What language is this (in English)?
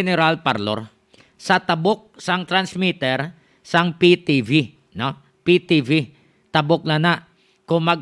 Hiligaynon